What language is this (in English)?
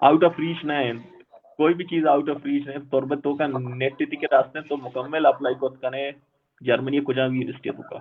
Baluchi